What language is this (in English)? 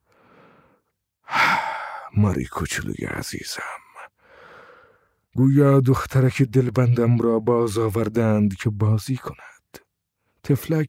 Persian